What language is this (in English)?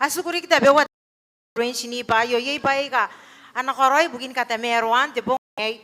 Gilbertese